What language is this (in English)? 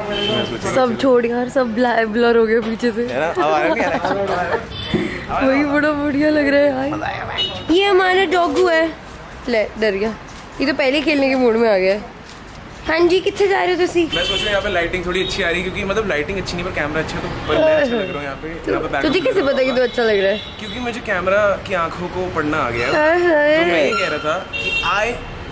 Hindi